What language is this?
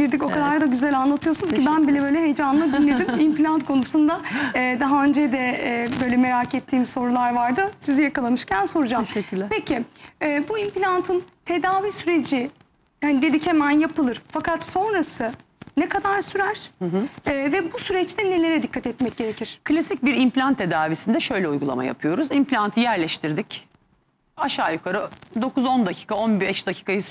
Turkish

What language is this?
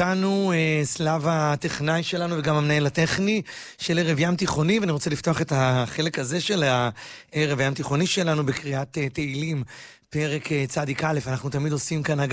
Hebrew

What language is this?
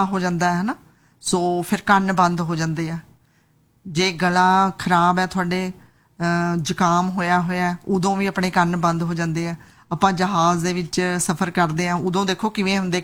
Punjabi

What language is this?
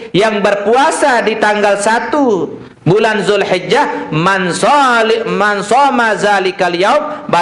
Sasak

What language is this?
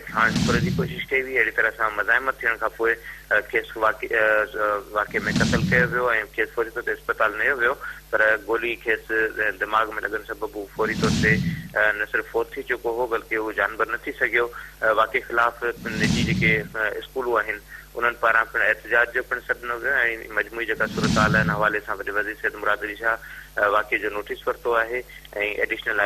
Sindhi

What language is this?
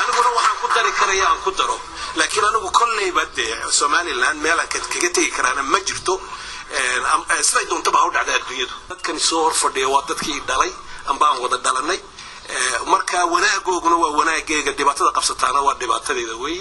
Somali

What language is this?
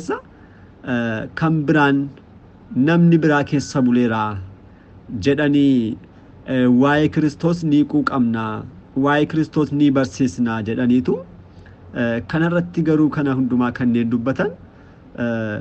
Oromo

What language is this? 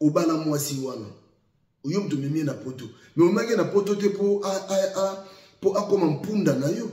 Lingala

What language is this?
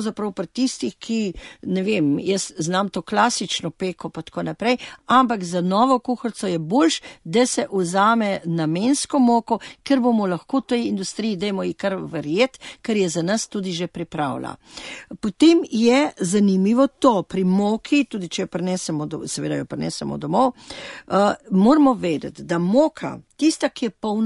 Slovenian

